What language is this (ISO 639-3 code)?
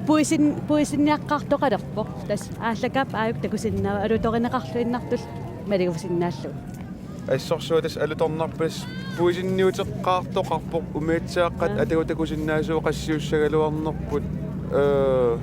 kal